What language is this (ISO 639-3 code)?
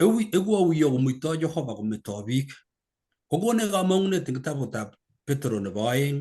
kln